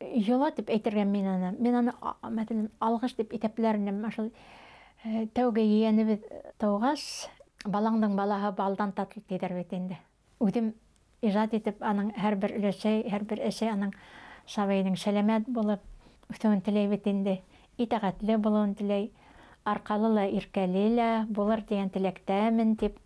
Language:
Bashkir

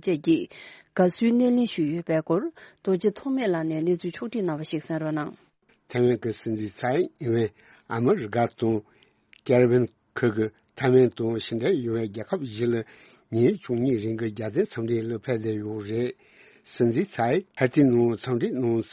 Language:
Tibetan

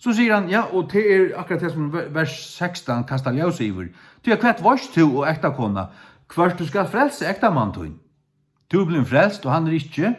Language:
Faroese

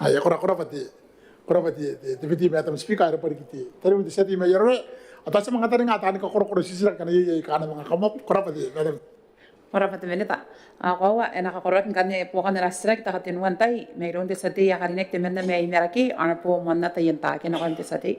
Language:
Gilbertese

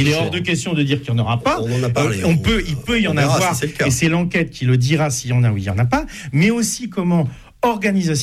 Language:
French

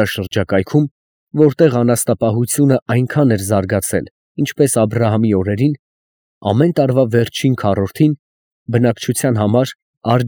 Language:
Armenian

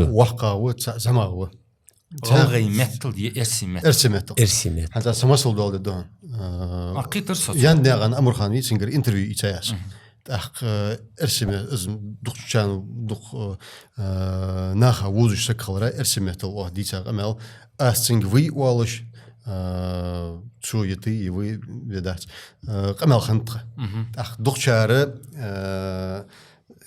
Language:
Ingush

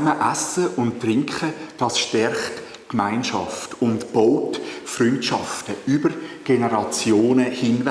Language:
Swiss German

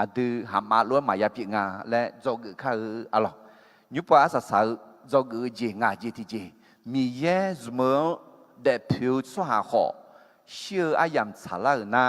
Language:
Akha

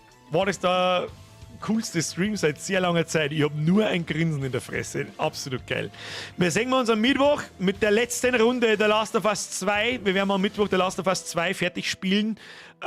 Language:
Bavarian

